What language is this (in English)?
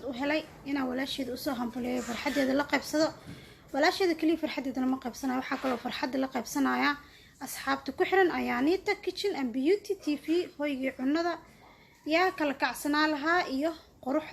Somali